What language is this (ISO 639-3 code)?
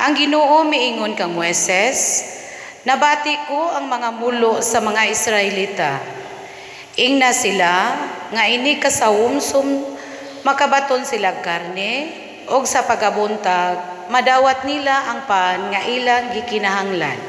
ceb